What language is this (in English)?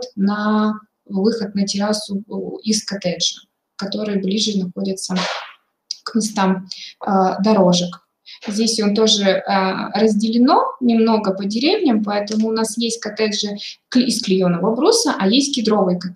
Russian